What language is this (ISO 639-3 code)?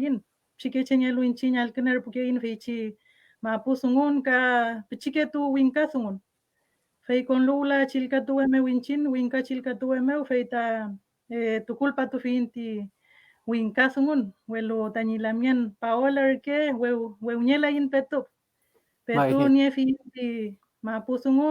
arn